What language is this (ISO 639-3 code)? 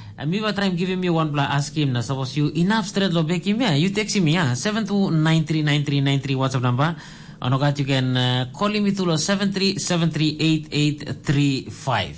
tpi